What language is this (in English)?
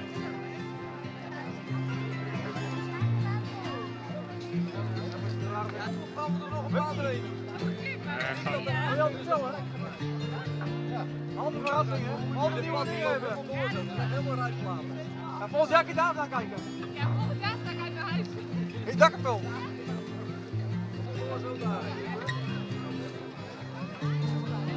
Dutch